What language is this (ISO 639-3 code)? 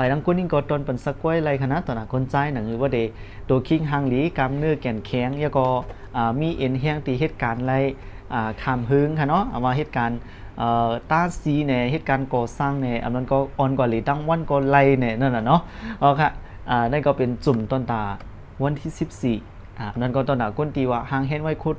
shn